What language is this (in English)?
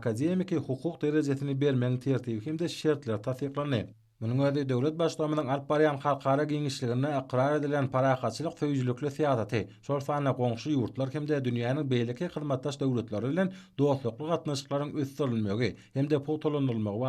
Turkmen